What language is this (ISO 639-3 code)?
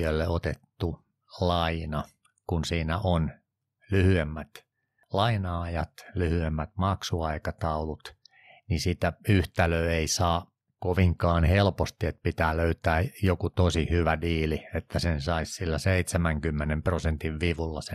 fin